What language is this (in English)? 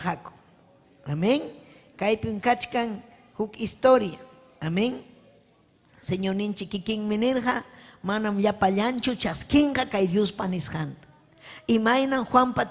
Ayacucho Quechua